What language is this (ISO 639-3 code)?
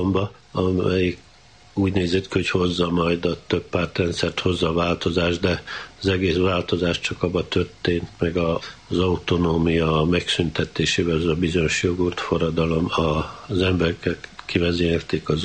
hun